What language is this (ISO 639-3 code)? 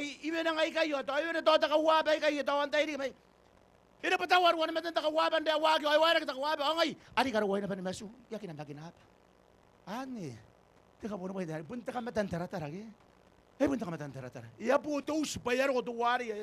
gil